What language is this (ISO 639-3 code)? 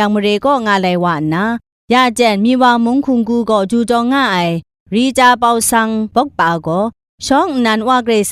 kac